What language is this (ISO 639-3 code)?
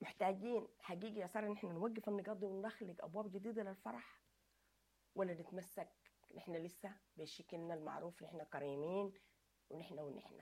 apd